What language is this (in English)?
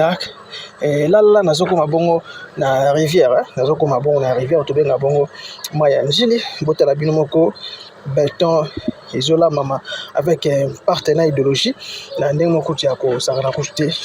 Lingala